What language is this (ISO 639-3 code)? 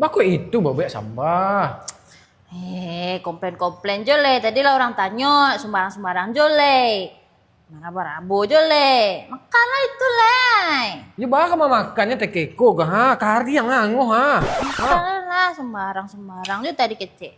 min